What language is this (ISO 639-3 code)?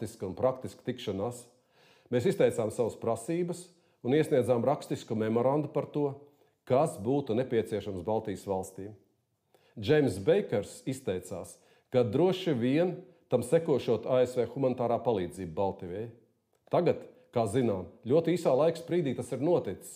lav